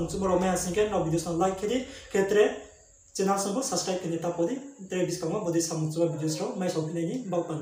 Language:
Riang (India)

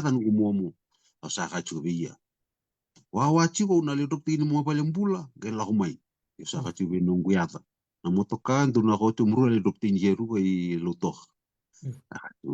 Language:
Fijian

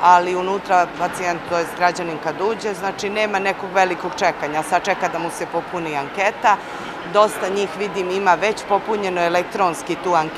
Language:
Serbian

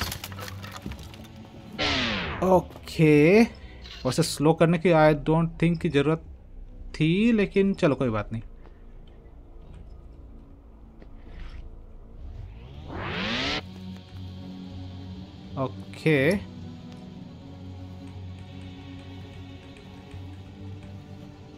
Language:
Hindi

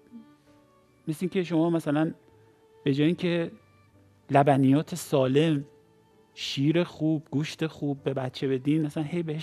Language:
Persian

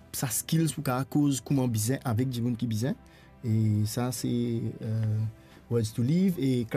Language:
Morisyen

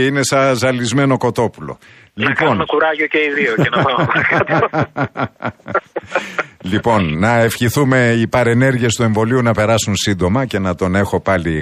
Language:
Greek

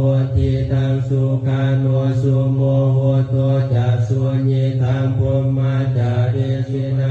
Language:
Pali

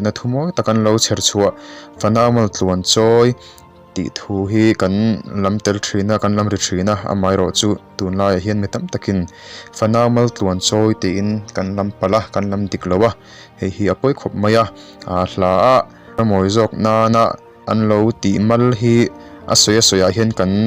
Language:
Mizo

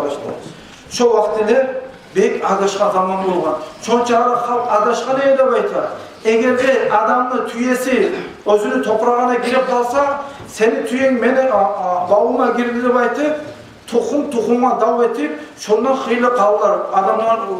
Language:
Kumyk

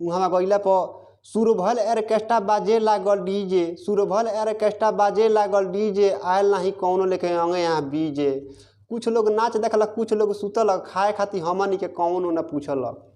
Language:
Bhojpuri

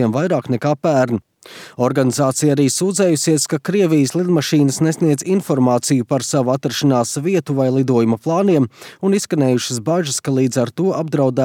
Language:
Latvian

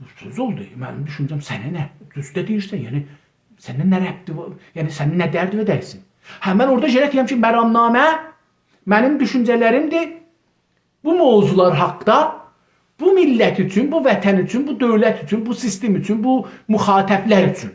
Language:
South Azerbaijani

